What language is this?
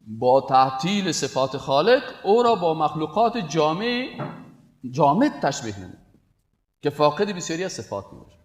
Persian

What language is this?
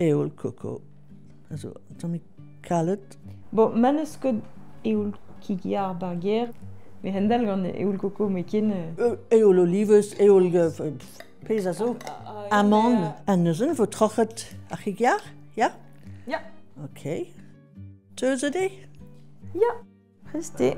Breton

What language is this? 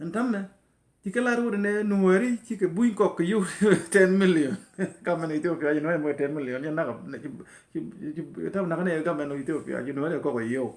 Nuer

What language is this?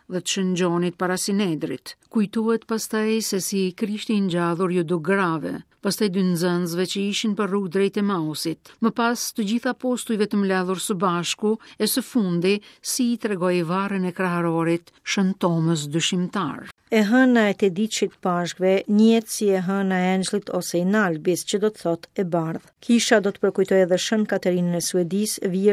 Albanian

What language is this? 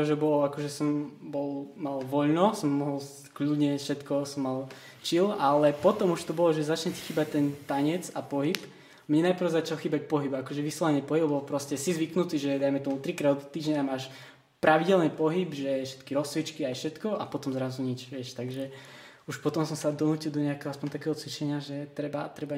Slovak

